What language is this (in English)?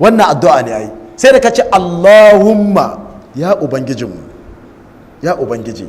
Hausa